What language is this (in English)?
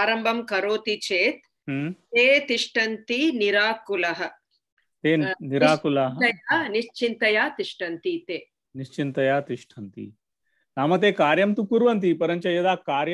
Sanskrit